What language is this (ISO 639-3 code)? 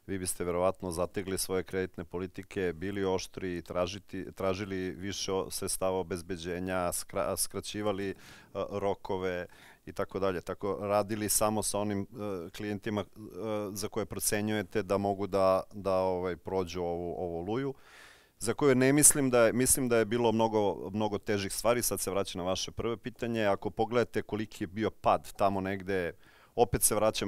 srp